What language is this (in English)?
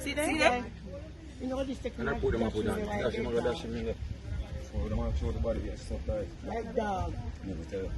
Jamaican Creole English